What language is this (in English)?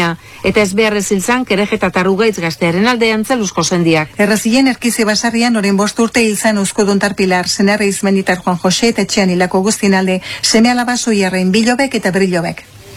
Basque